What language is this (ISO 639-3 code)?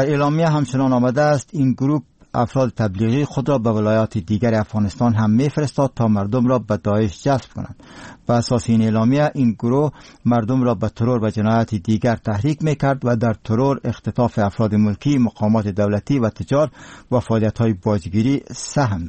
fas